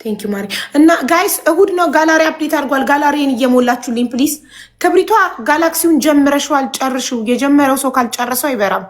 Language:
Amharic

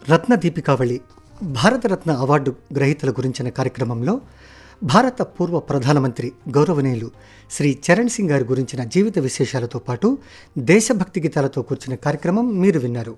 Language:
Telugu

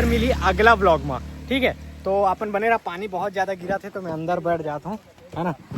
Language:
Chhattisgarhi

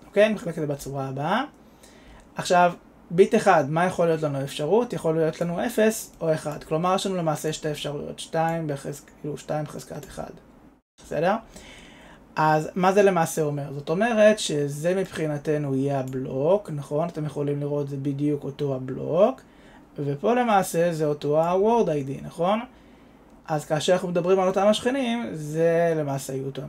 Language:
Hebrew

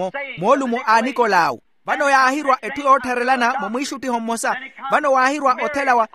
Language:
Makhuwa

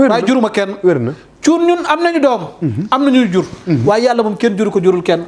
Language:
Wolof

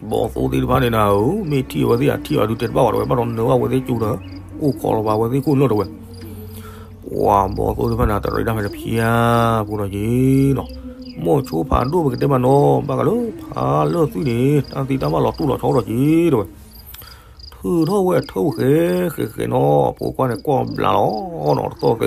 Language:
S'gaw Karen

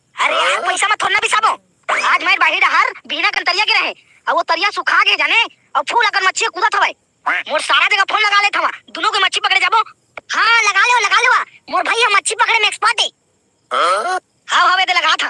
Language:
Chhattisgarhi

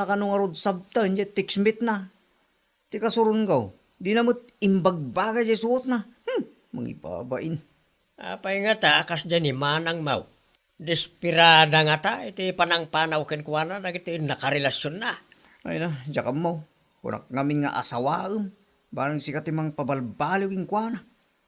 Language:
Iloko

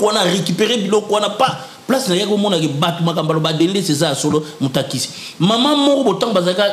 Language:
Lingala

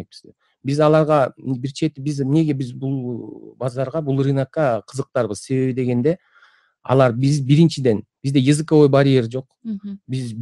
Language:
Kyrgyz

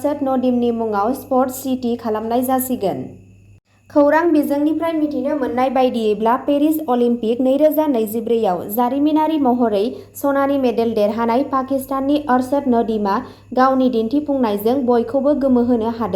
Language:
Bodo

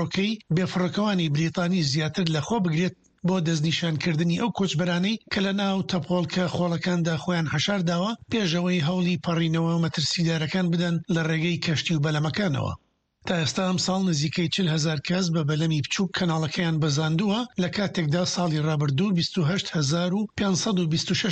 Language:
Central Kurdish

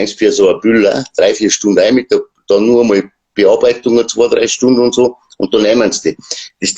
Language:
Bavarian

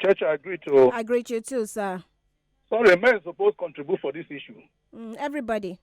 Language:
Nigerian Pidgin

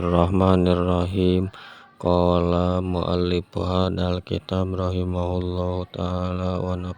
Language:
Sundanese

